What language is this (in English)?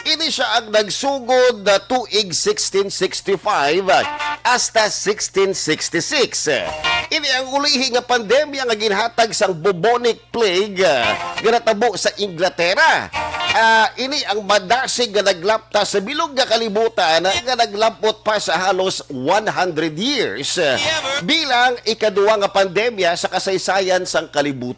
Hiligaynon